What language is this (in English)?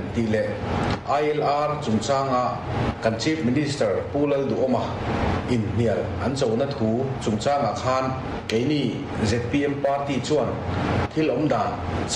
Mizo